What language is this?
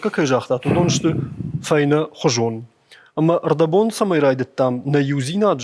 Ossetic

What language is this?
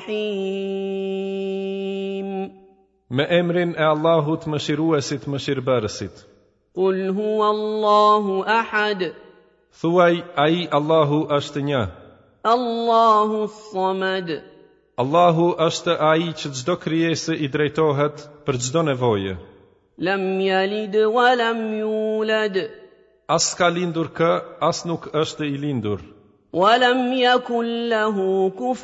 Albanian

